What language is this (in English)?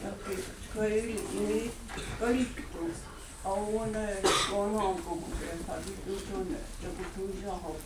Mohawk